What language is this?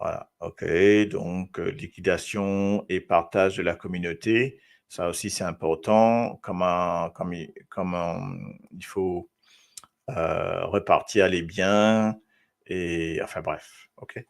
Morisyen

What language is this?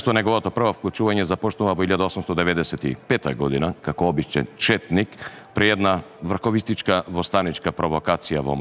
Macedonian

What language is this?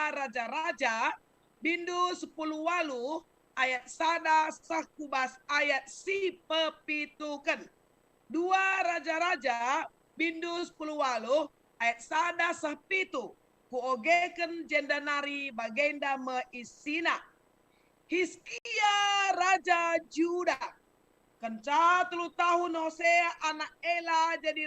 Batak Karo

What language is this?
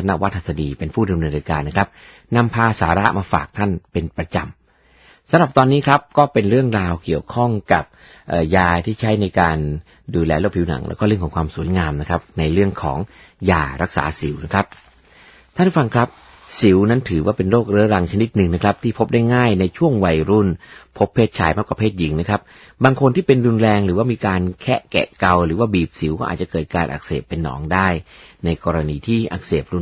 Thai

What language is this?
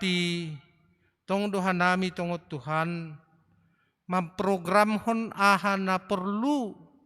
Batak Simalungun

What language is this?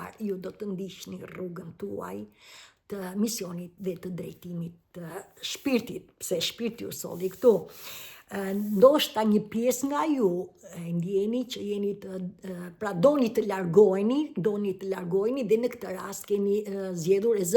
Albanian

